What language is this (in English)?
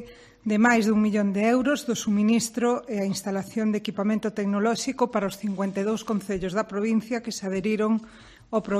Galician